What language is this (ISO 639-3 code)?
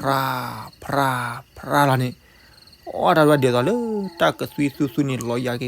ksw